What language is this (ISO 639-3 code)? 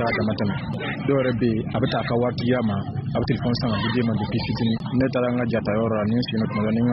bam